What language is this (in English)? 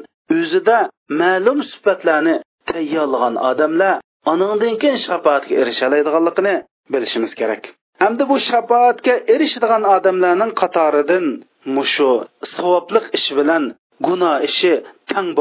Uyghur